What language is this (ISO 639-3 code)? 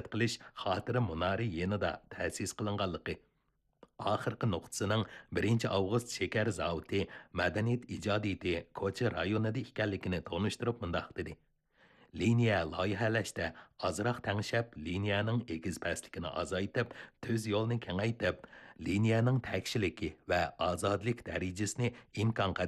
uig